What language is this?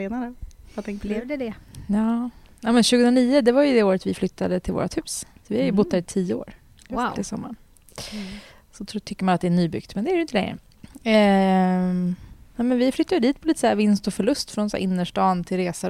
Swedish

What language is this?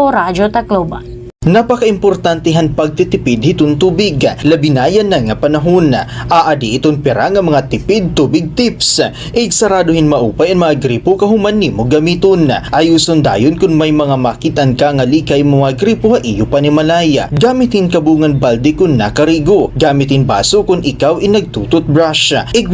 Waray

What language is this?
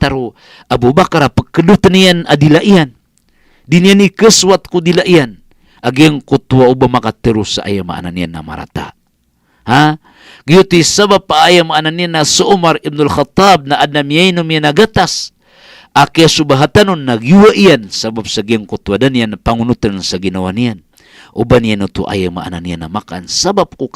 Maranao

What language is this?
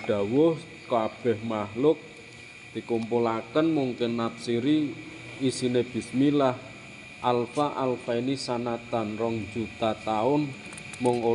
Javanese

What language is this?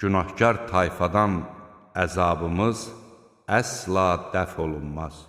Azerbaijani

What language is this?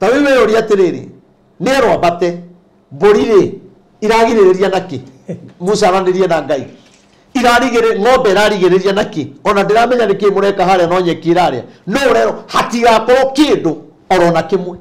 Kikuyu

